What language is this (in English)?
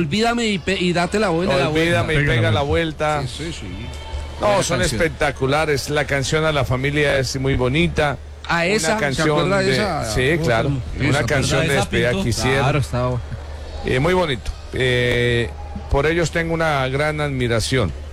Spanish